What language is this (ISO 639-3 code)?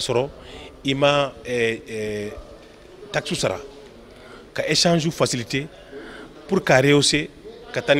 bam